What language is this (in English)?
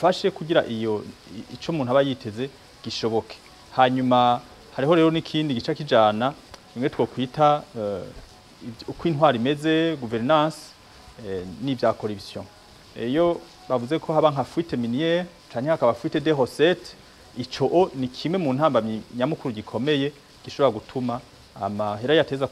Rundi